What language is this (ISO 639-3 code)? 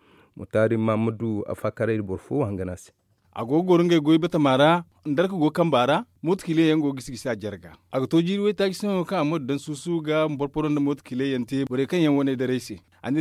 dje